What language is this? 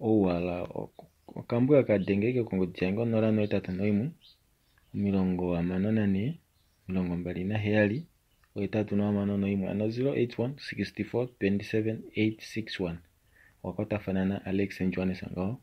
Kuanyama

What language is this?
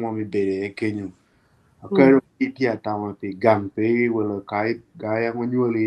Acoli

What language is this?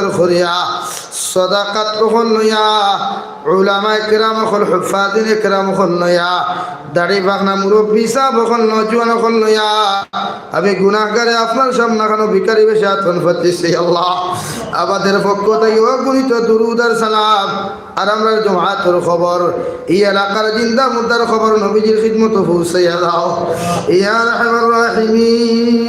Sylheti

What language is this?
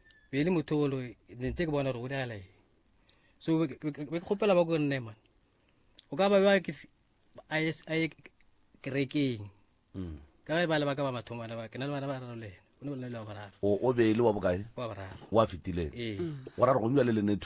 Northern Sotho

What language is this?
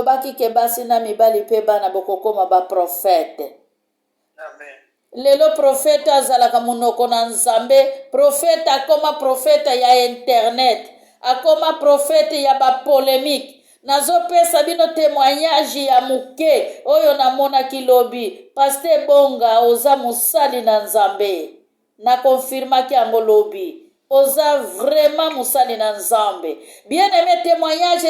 Lingala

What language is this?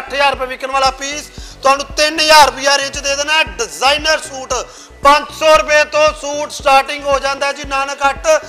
Punjabi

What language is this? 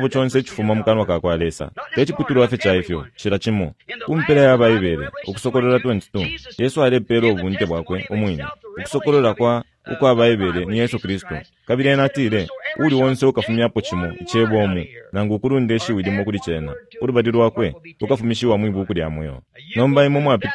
Bemba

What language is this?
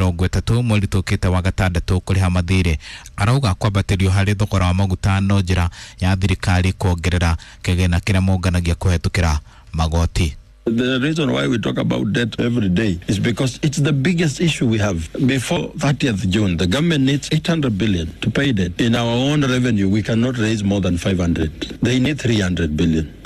Kikuyu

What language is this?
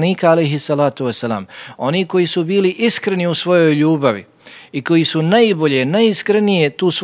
Bosnian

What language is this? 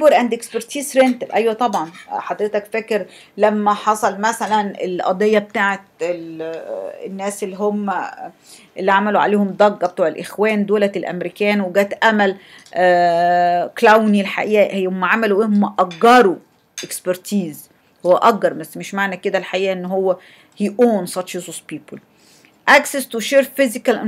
Egyptian Arabic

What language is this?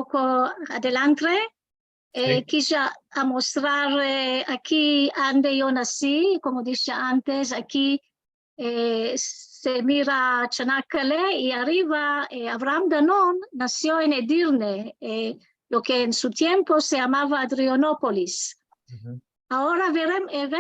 Ladino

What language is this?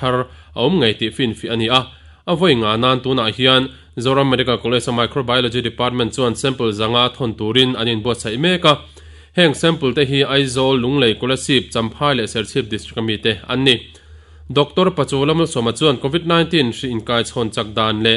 Mizo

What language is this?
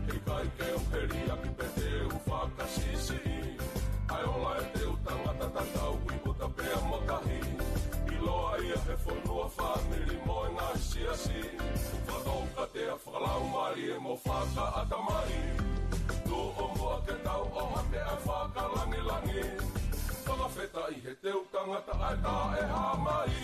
Tongan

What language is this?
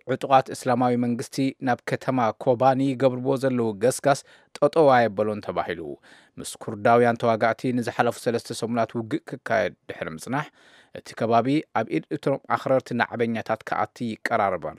Tigrinya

